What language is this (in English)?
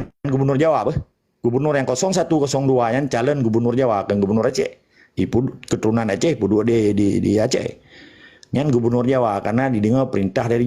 Achinese